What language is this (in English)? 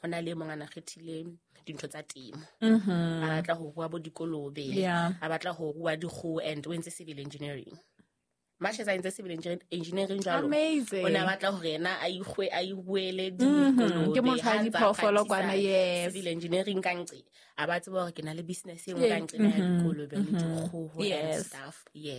Southern Sotho